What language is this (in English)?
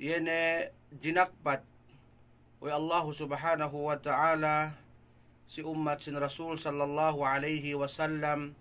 Yakan